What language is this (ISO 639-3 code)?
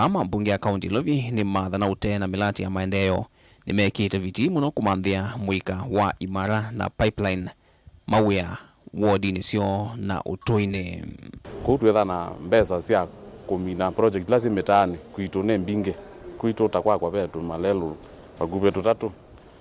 kam